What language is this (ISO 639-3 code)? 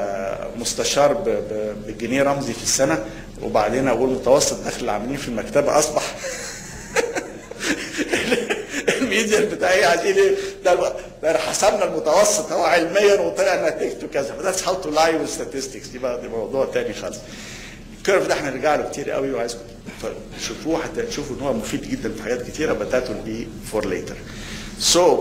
arz